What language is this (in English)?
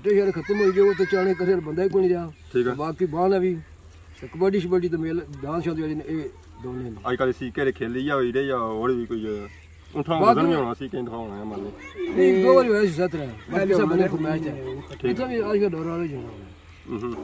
Pahari-Potwari